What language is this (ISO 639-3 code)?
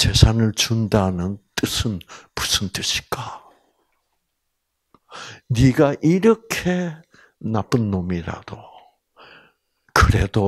kor